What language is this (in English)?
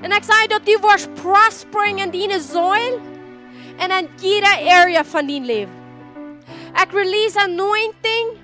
Plautdietsch